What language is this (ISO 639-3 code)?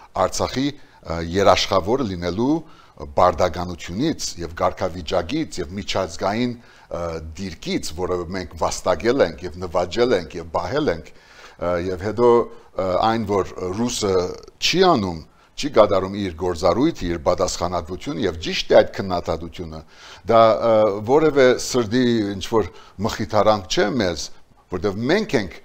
hye